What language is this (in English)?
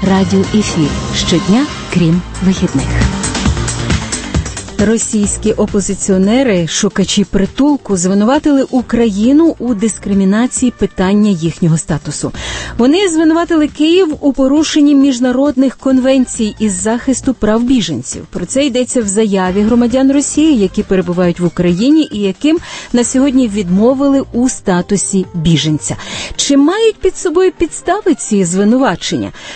Ukrainian